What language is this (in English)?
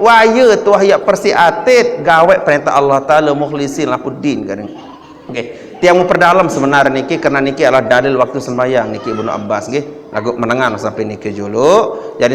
Sasak